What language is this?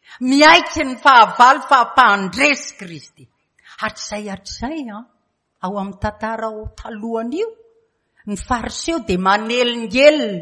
Malagasy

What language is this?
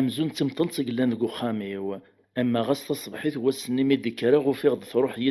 Kabyle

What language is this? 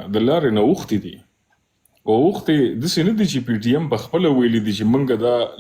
Pashto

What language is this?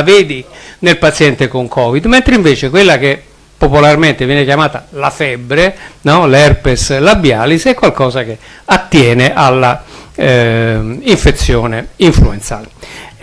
Italian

